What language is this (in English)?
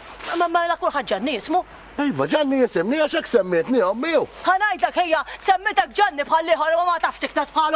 Maltese